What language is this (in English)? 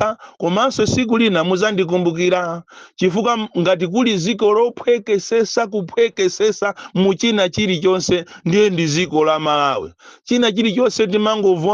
Nyanja